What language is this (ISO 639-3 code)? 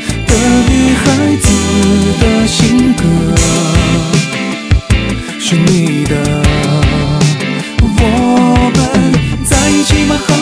zho